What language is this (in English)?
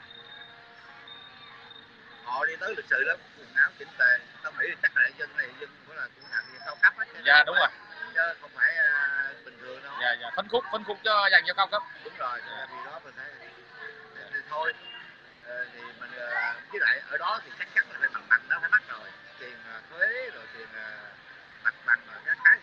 Vietnamese